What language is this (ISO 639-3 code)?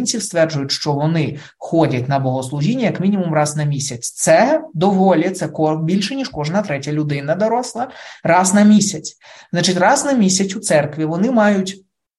ukr